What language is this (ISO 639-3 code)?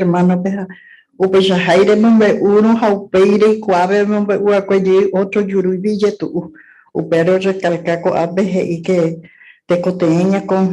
grn